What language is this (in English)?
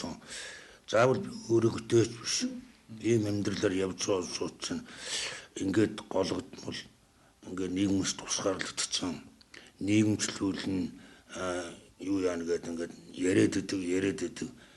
Mongolian